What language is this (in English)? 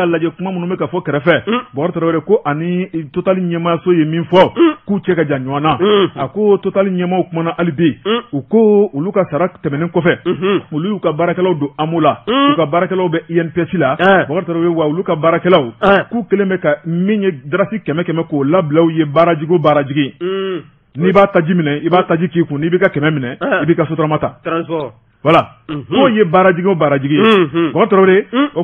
Bambara